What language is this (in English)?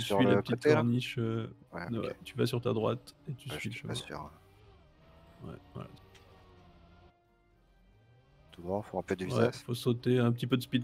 French